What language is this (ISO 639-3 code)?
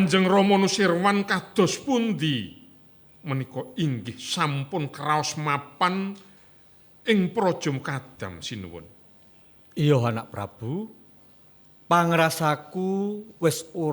jav